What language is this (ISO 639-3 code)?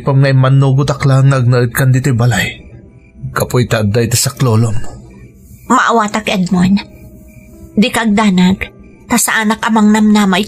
ilo